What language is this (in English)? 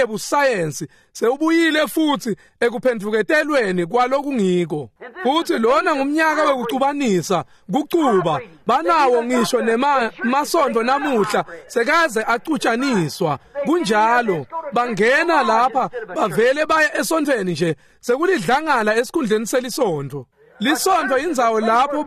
Swati